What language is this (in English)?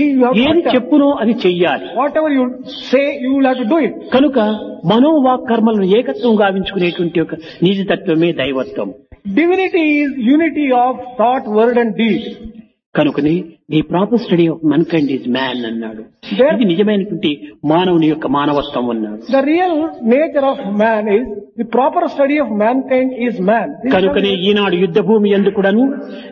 Telugu